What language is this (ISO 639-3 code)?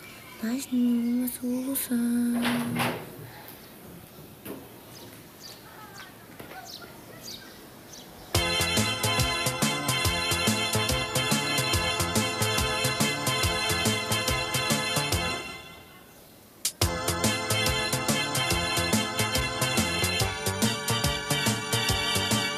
por